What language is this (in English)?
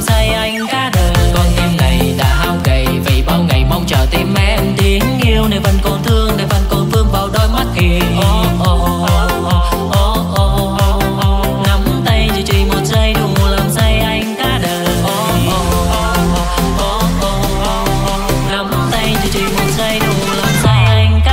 Vietnamese